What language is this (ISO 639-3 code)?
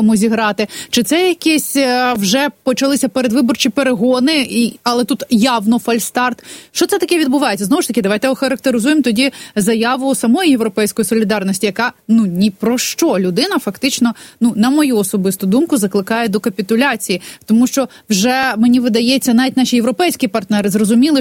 ukr